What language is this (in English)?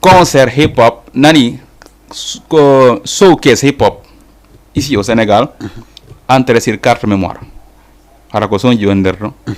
Fula